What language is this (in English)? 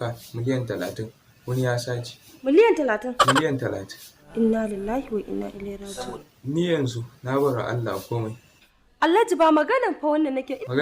Hausa